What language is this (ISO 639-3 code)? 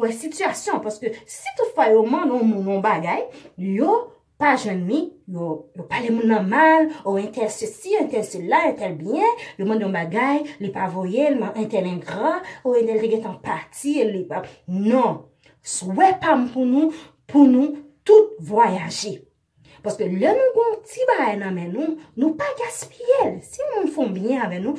hat